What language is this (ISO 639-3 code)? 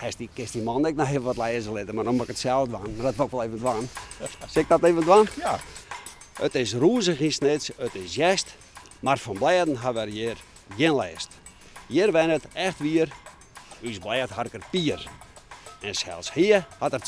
fry